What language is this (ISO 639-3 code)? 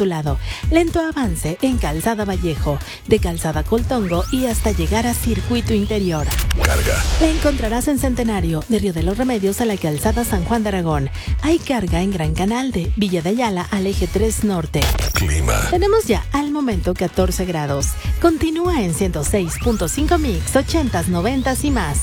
spa